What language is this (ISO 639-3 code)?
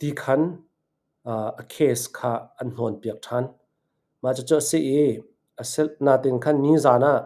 cnh